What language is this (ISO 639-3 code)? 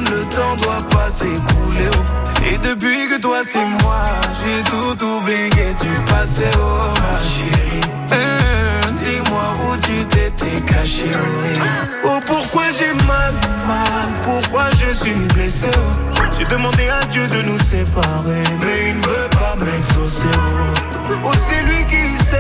fra